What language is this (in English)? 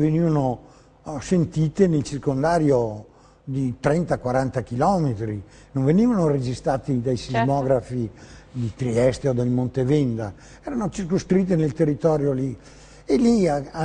Italian